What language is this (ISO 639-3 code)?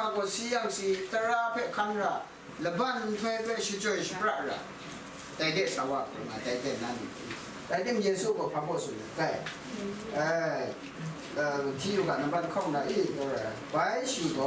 kac